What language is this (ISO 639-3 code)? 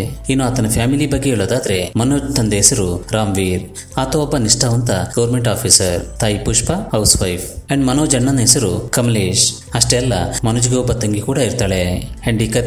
kan